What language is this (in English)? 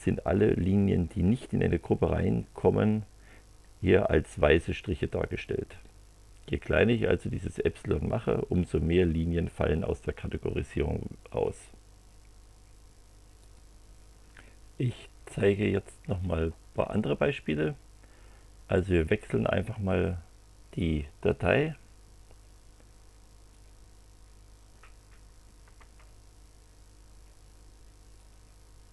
German